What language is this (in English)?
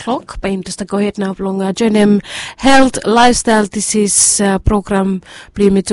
Bislama